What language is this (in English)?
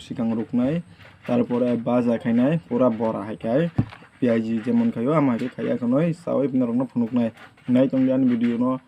Kok Borok